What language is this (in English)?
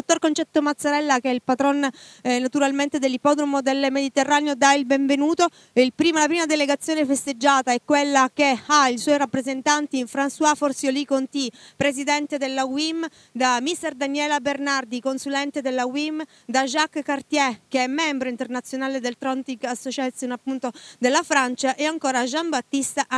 Italian